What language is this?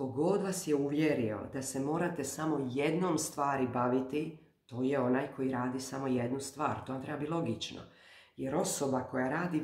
Croatian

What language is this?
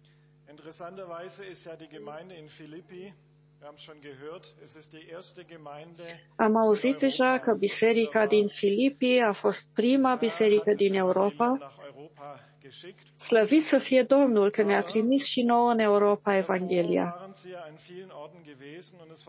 Romanian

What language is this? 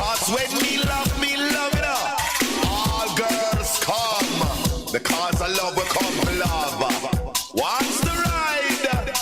Bikol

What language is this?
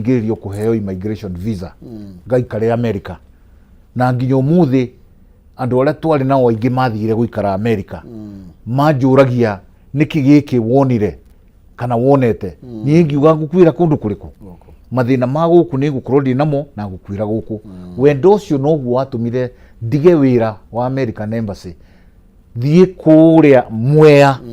Kikuyu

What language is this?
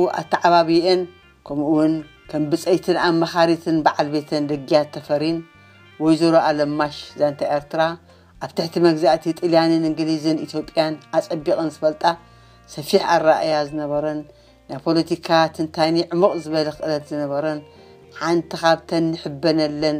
Tigrinya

